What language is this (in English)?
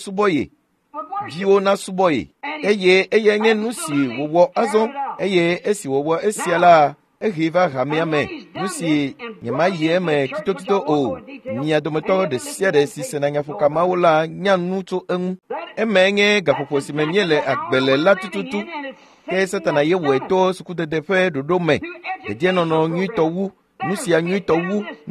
Ewe